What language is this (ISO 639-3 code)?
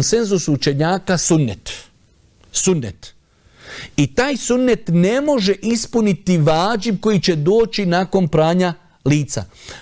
bos